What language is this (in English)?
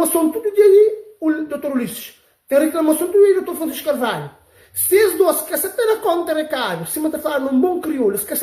Kabuverdianu